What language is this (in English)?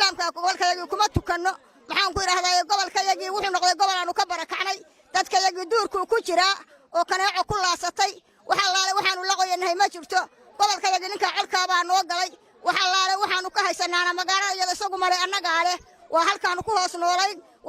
Somali